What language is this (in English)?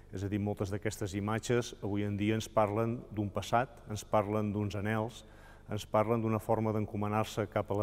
Catalan